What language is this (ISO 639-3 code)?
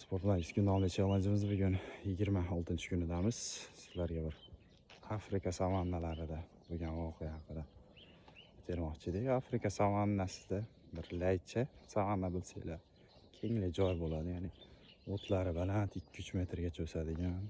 uzb